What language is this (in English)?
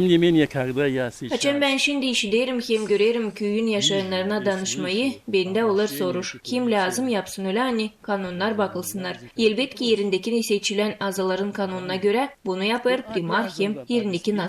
Gagauz